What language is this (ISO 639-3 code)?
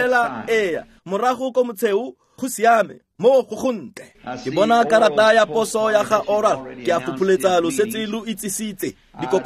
tsn